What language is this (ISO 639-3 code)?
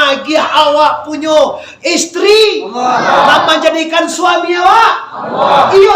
min